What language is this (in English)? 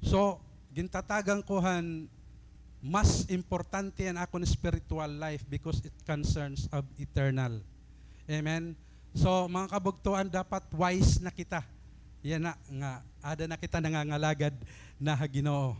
Waray